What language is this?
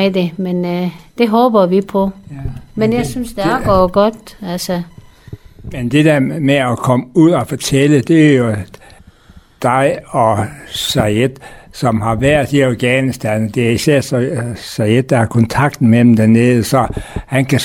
Danish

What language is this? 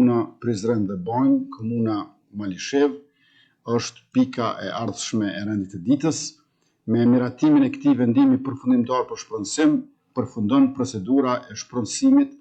Albanian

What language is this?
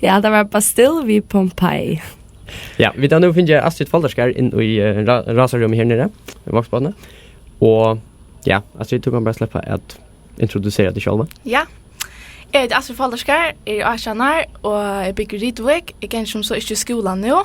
Faroese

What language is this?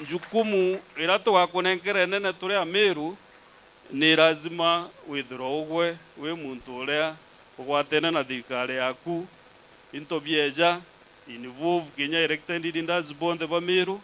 Meru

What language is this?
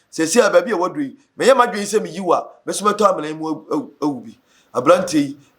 Akan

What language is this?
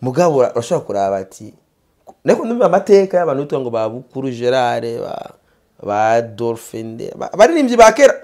Rundi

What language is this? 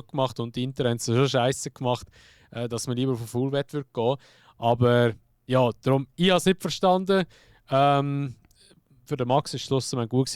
Swiss German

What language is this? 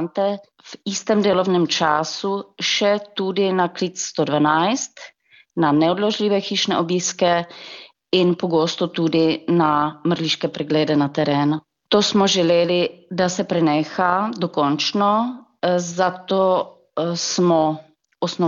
Slovenian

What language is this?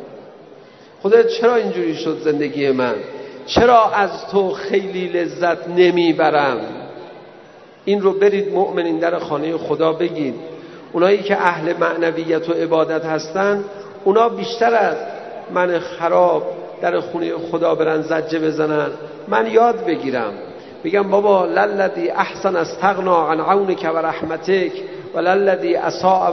Persian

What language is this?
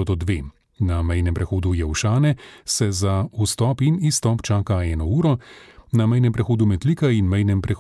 Slovenian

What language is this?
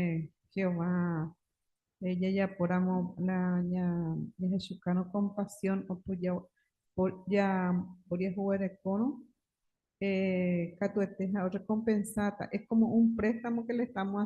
Guarani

